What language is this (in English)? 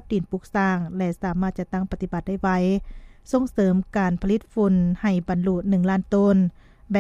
Lao